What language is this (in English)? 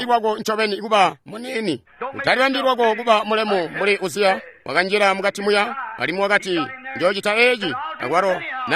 Tonga (Zambia)